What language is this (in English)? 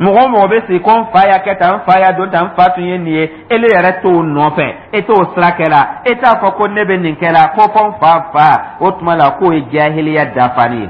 Dyula